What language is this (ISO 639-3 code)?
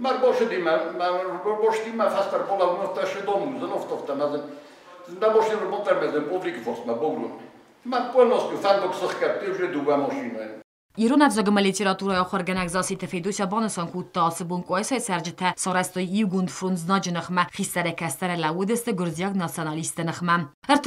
oss